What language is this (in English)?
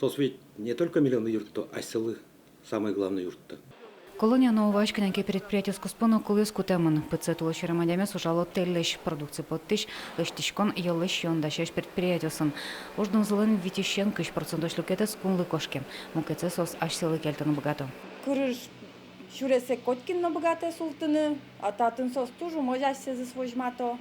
Udmurt